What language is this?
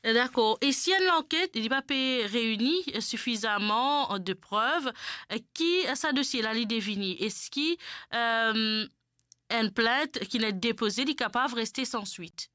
Morisyen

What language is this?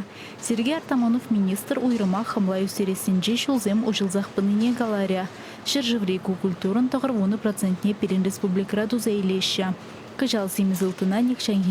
Chuvash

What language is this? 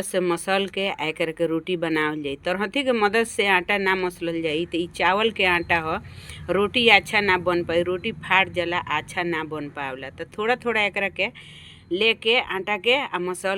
Bhojpuri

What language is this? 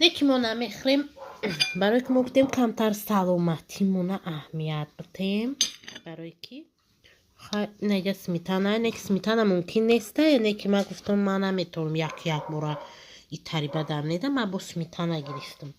Tajik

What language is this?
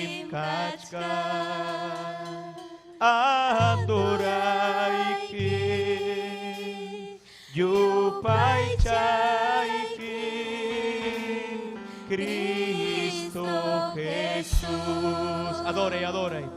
Ayacucho Quechua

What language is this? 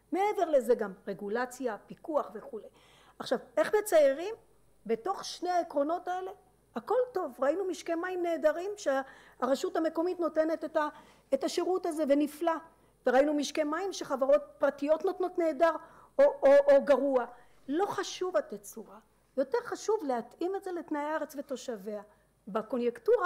Hebrew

